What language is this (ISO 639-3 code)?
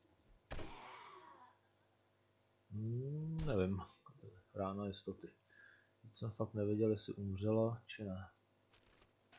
ces